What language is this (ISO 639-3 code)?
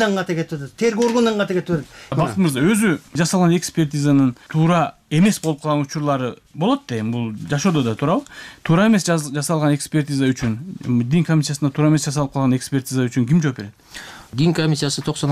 kir